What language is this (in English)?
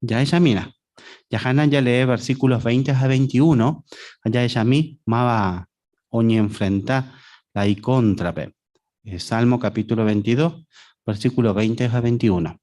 Guarani